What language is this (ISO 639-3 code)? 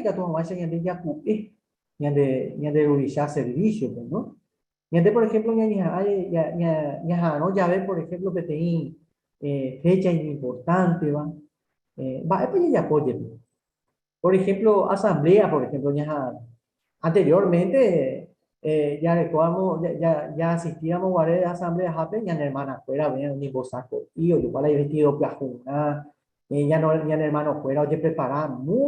grn